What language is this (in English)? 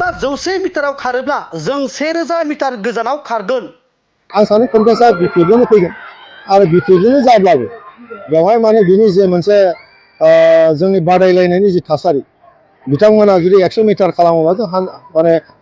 Bodo